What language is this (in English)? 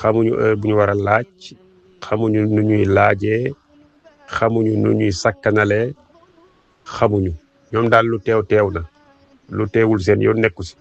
Wolof